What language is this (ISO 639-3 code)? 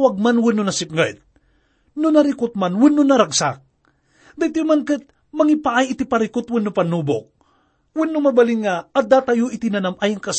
ilo